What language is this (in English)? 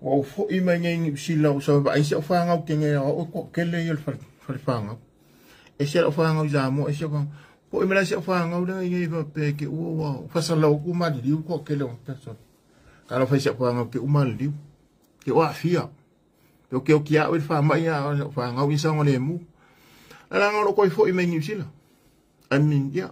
Samoan